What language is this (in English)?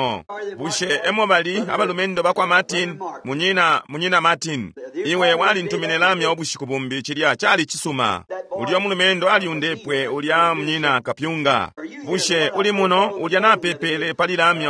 Bemba